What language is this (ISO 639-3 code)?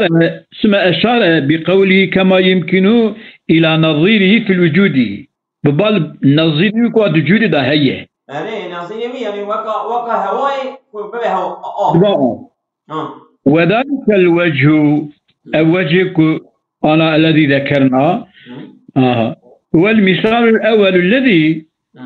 kur